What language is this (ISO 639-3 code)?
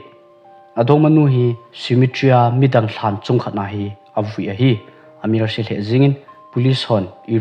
tcz